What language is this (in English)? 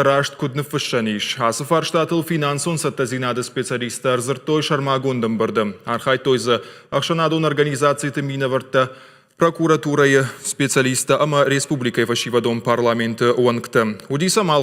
Ossetic